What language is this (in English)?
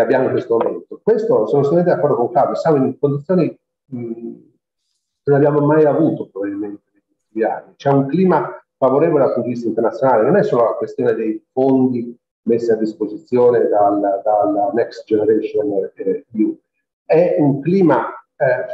Italian